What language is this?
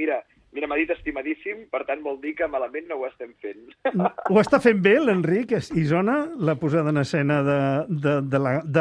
Catalan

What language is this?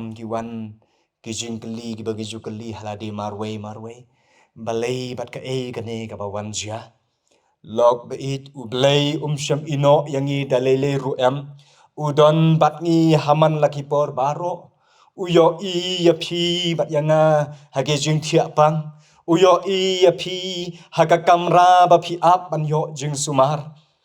Khasi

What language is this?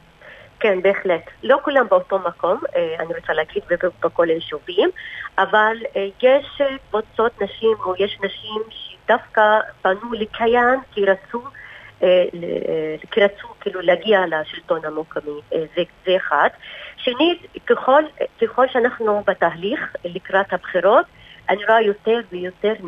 Hebrew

